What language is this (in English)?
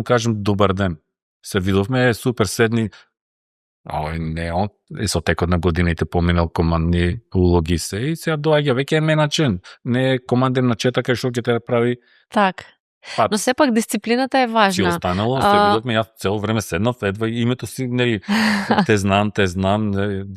Macedonian